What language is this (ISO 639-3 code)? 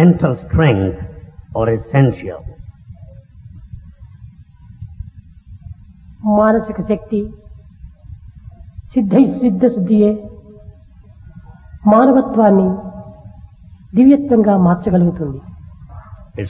tel